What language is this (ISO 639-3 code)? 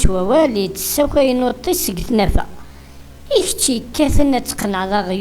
kab